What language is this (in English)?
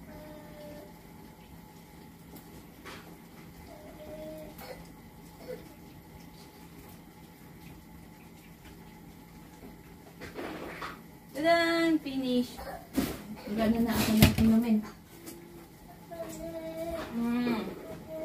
Filipino